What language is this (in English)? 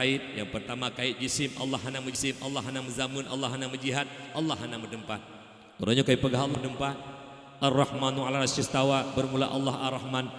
Achinese